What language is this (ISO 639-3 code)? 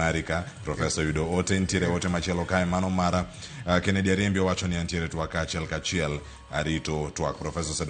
luo